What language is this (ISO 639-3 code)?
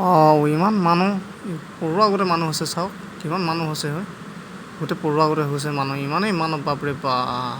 asm